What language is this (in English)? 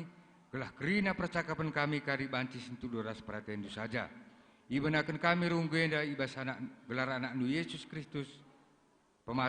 Batak Karo